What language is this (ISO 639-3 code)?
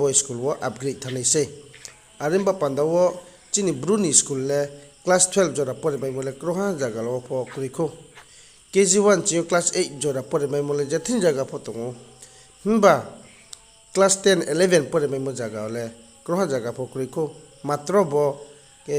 ria